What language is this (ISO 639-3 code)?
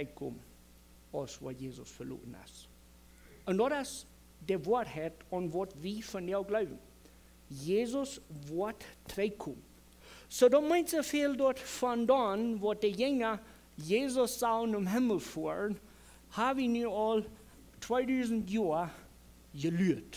pdt